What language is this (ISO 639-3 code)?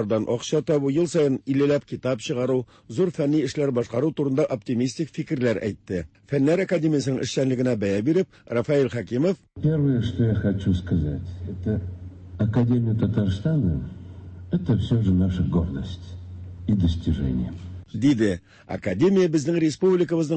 tat